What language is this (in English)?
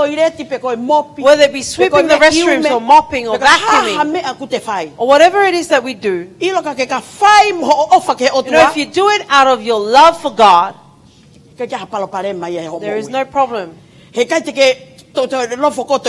Tongan